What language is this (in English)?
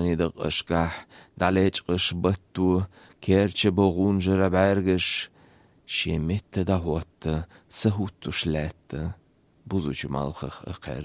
Chechen